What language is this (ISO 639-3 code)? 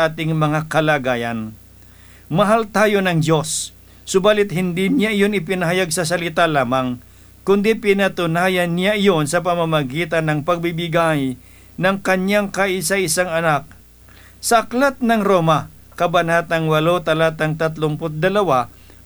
fil